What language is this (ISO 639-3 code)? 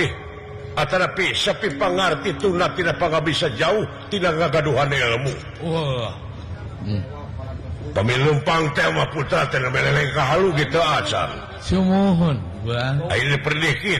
sun